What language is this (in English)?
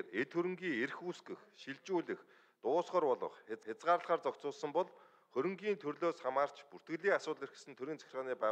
Mongolian